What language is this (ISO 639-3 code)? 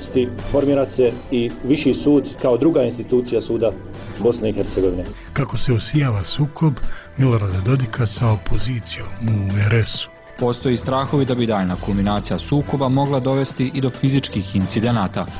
bos